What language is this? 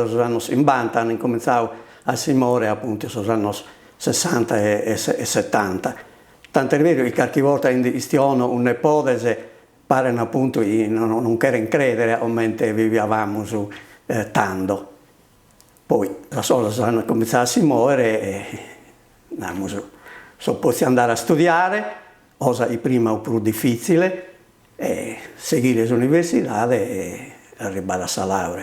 Sardinian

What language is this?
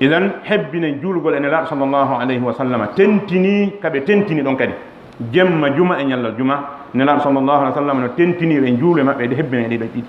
Fula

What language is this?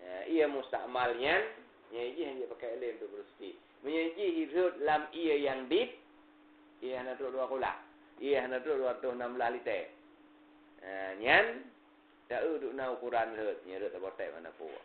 Achinese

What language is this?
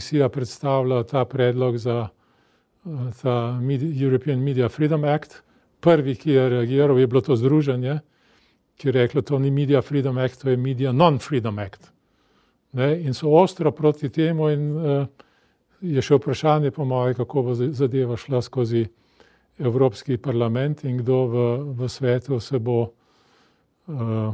Slovenian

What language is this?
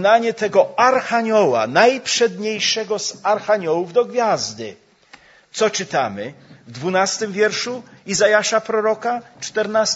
Polish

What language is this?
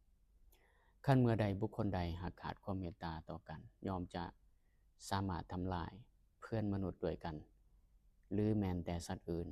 Lao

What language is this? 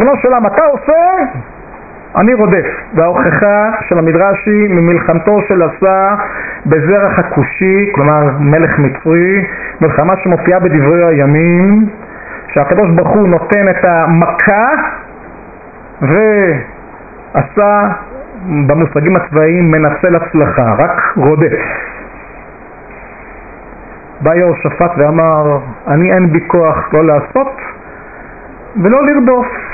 Hebrew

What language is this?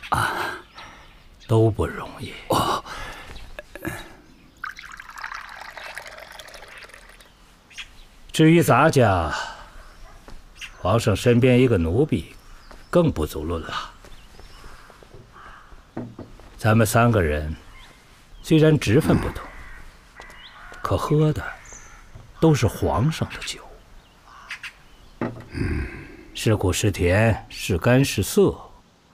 Chinese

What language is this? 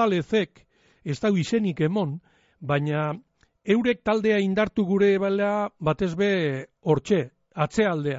Basque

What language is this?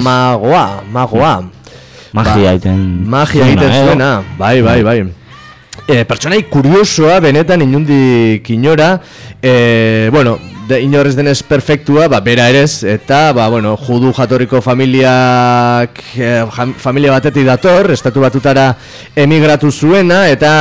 Basque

